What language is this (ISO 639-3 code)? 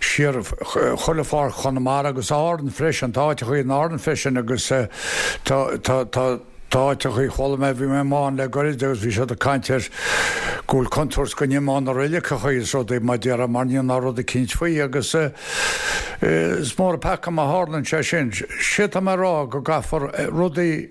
gle